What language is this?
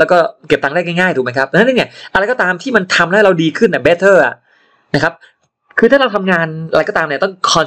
Thai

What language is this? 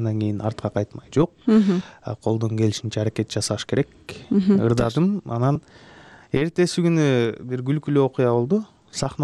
Kyrgyz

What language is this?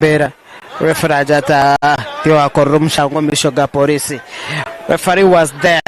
Nyankole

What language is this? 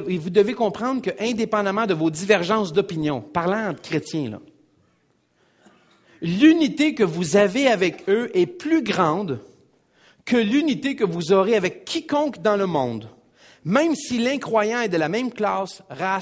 French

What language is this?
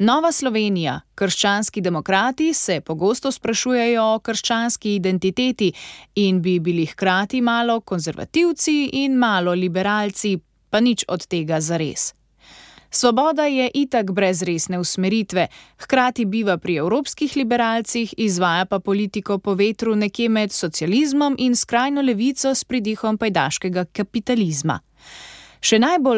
Slovenian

